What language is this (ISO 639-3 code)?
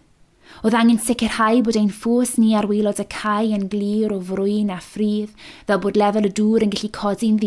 cym